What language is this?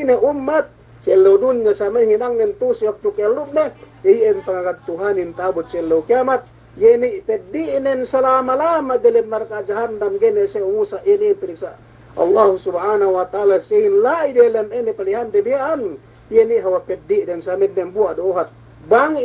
Yakan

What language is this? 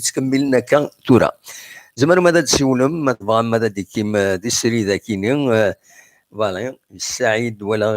Kabyle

